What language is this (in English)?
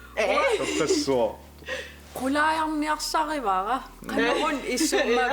Kalaallisut